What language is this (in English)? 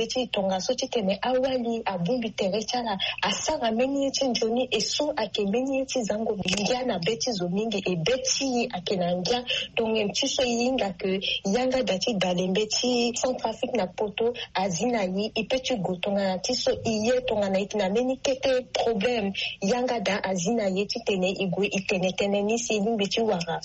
Sango